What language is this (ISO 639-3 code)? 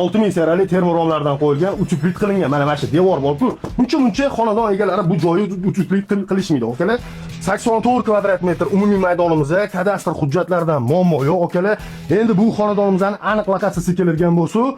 uzb